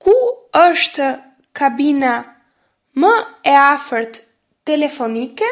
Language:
Albanian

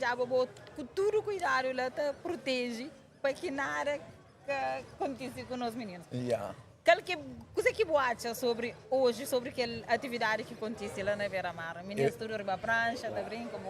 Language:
Kabuverdianu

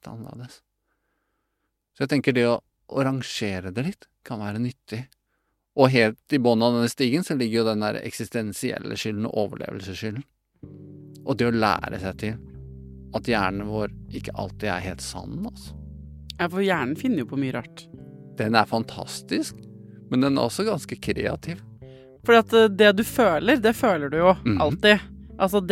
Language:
Norwegian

